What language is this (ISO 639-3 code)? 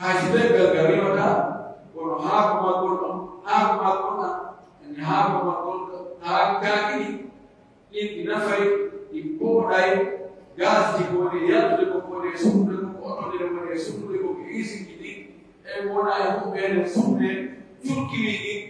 fuf